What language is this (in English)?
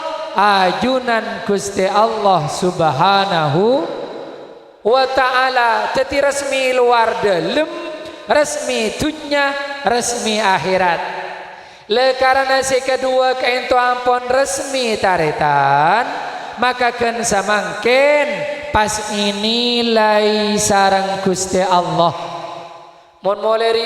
Madurese